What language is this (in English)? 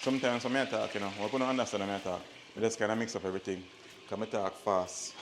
Jamaican Creole English